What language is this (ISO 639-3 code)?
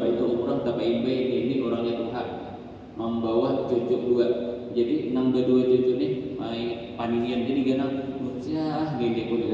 bjn